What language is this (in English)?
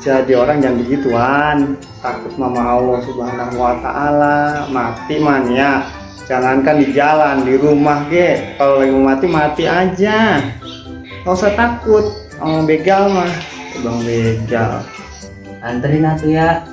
Betawi